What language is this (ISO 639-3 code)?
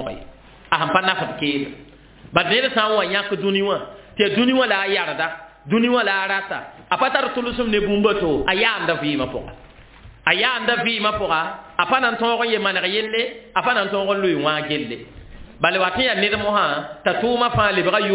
mos